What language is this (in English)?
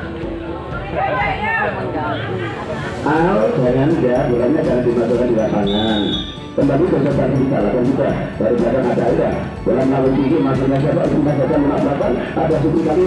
Indonesian